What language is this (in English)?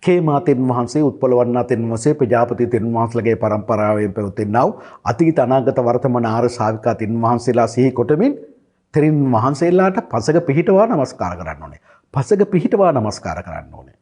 Sinhala